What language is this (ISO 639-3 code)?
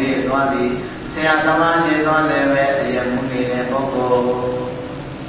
mya